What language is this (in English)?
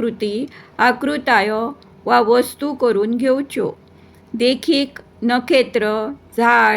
Konkani